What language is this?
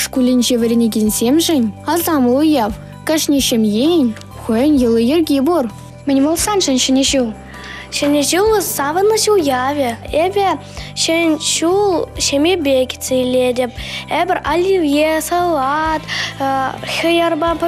Chuvash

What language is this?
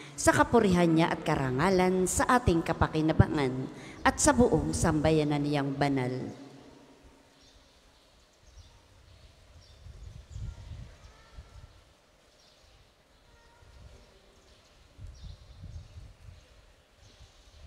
Filipino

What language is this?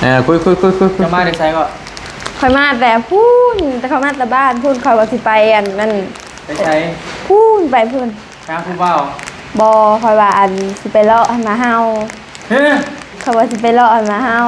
Northeastern Thai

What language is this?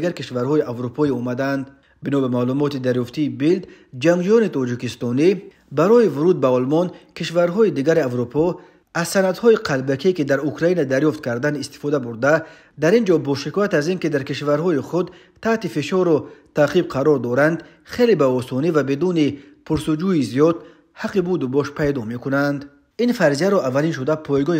Tajik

